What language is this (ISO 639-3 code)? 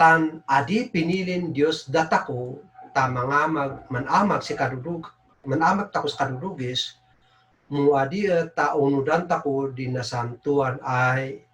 kne